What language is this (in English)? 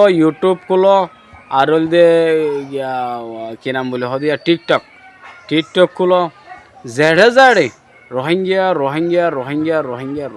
Rohingya